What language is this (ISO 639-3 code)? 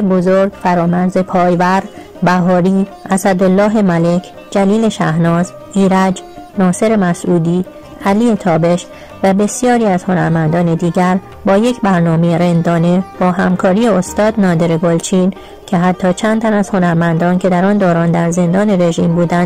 fas